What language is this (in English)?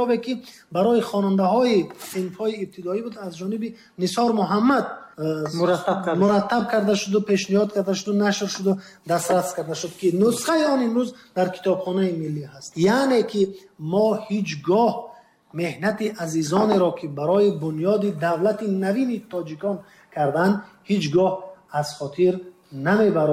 Tajik